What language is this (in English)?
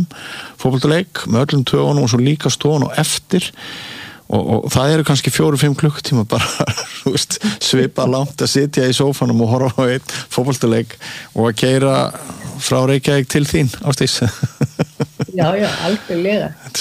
Icelandic